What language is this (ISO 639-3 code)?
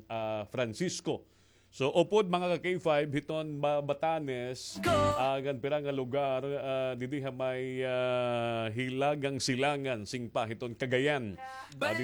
war